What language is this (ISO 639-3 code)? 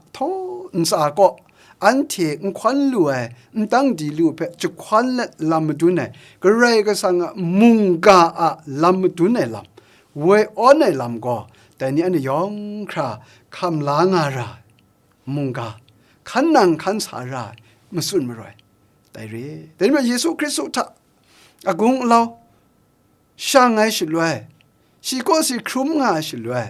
kac